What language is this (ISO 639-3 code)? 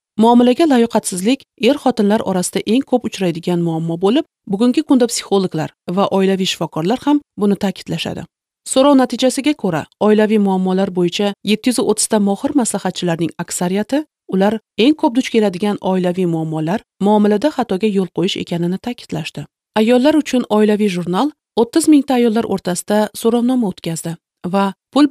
uzb